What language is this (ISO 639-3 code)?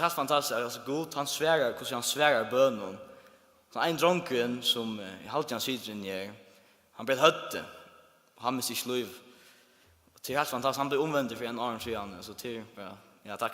fao